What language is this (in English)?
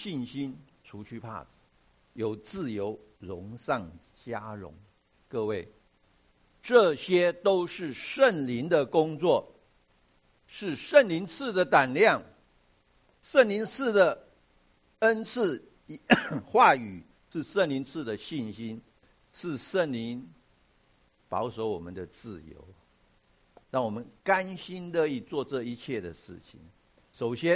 Chinese